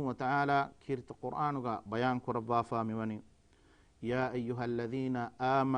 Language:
Divehi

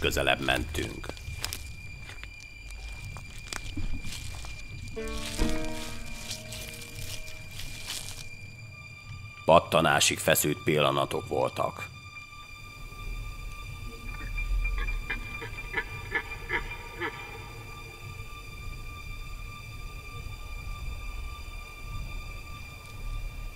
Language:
Hungarian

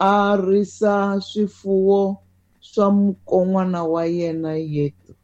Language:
Tsonga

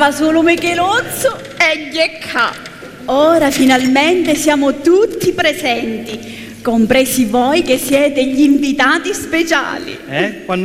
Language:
Sicilian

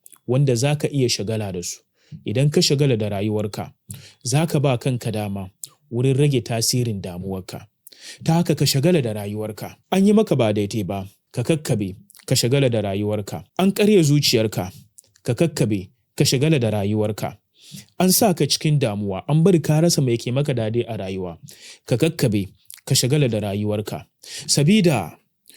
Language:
Hausa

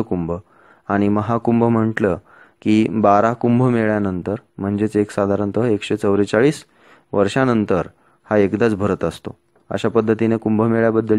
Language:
Marathi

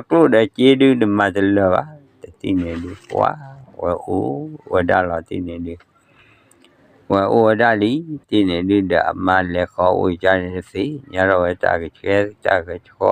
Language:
S'gaw Karen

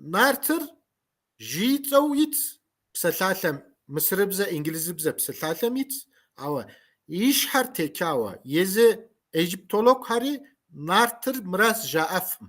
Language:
Kabardian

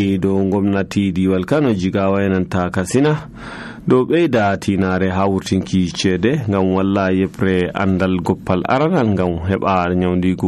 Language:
Nigerian Fulfulde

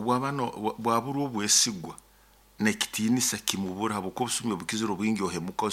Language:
Nyoro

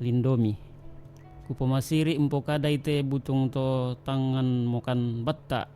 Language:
Toraja-Sa'dan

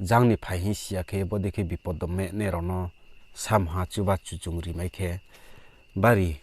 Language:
Riang (India)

